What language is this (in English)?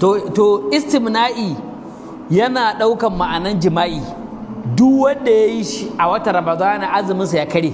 Hausa